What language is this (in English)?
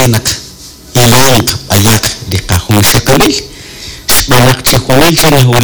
Kekchí